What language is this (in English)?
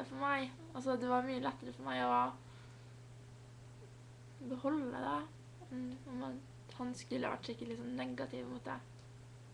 Norwegian